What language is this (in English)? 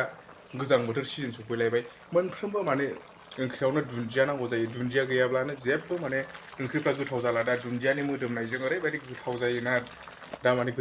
Bodo